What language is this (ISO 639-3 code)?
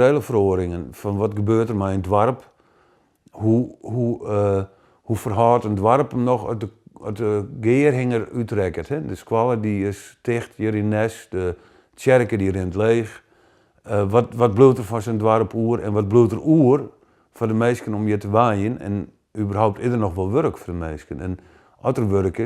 fry